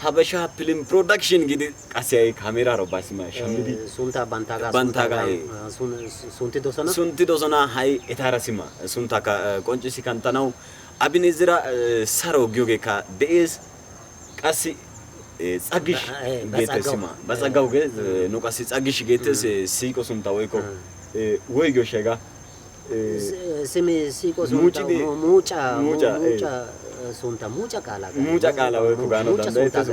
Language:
Wolaytta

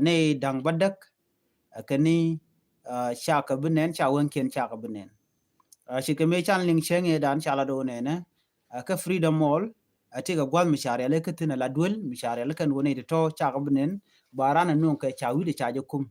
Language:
Nuer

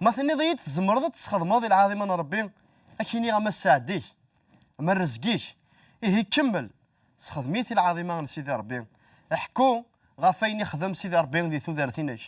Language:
Kabyle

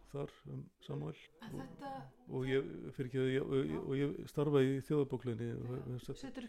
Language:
Icelandic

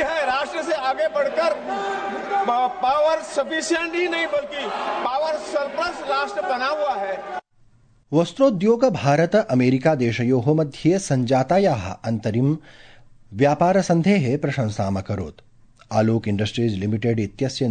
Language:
Sanskrit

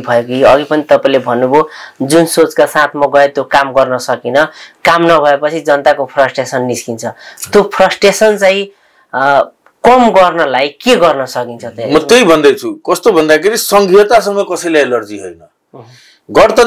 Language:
Nepali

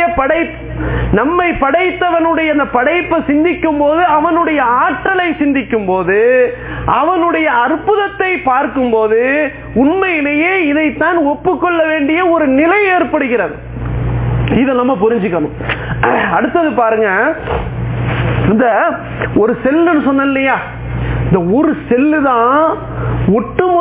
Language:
Tamil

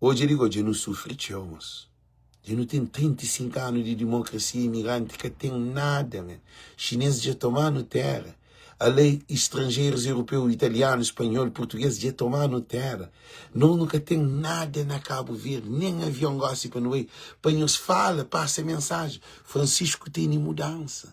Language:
Kabuverdianu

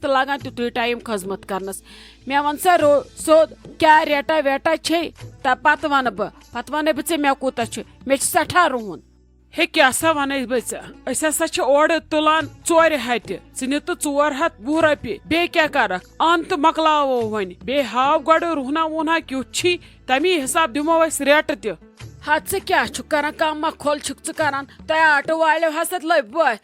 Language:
Kashmiri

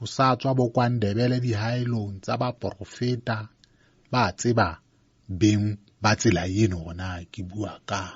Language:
Southern Sotho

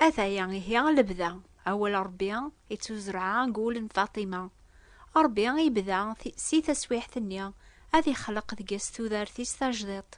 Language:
Kabyle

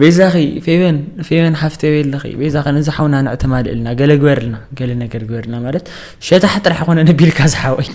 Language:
Tigrinya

